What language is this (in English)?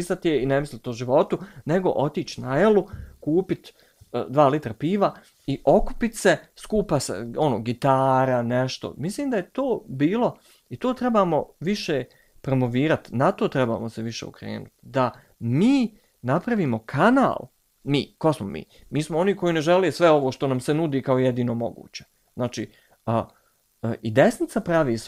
Bosnian